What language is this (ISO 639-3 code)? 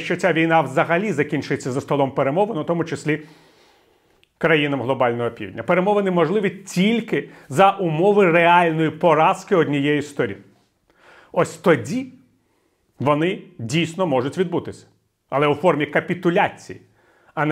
ukr